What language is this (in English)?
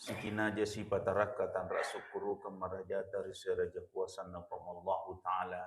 Buginese